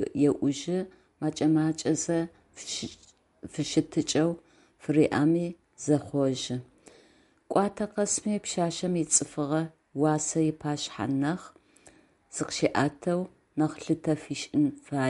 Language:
Adyghe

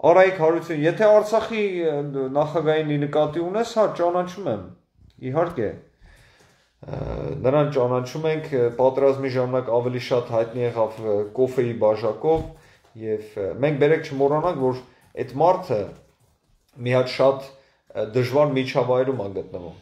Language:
Armenian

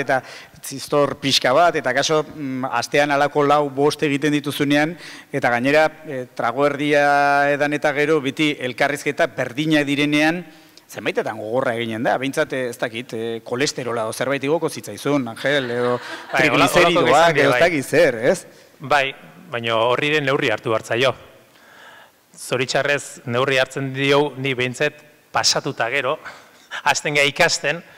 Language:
Basque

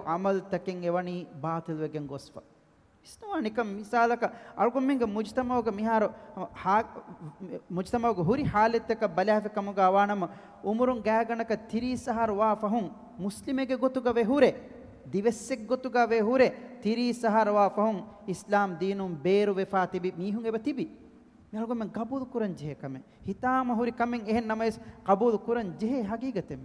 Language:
Divehi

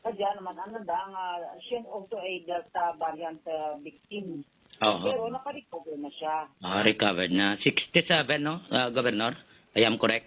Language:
Hiligaynon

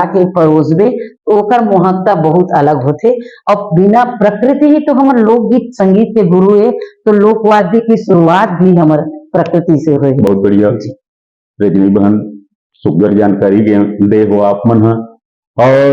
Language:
Chhattisgarhi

